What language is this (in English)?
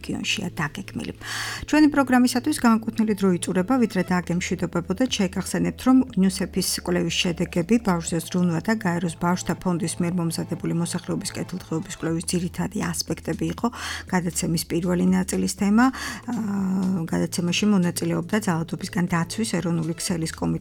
Georgian